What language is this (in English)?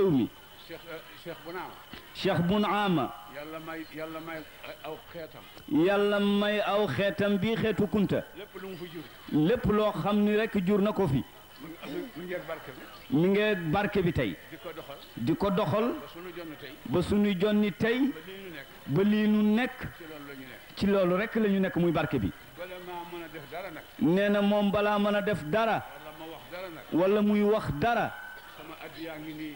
Wolof